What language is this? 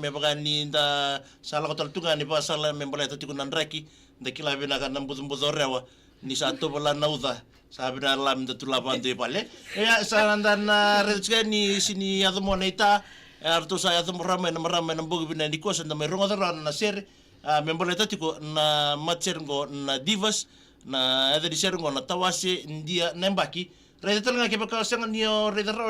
Fijian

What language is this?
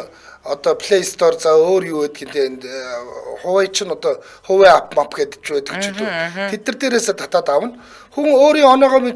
Mongolian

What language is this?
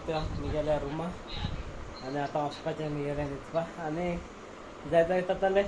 Konkani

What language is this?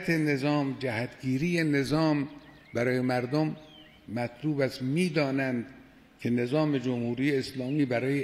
Persian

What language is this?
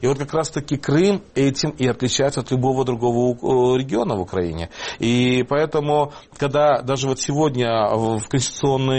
Russian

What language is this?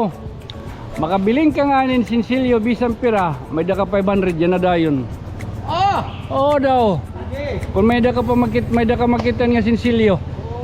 Waray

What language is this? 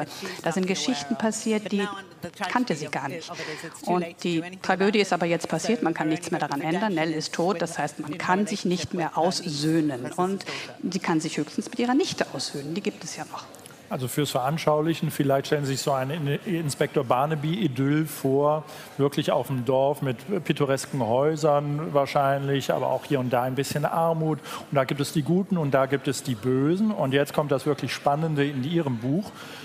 German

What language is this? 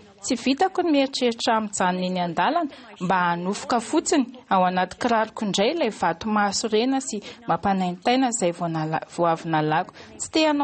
Malagasy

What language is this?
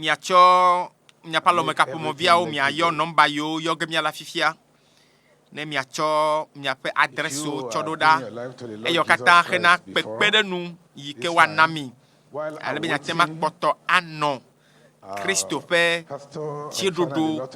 Ewe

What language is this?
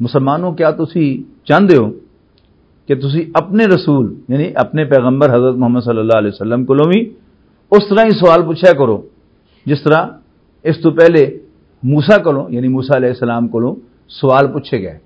Western Panjabi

